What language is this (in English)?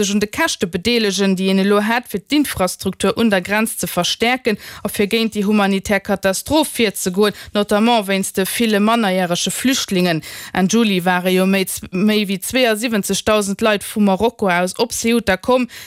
Luxembourgish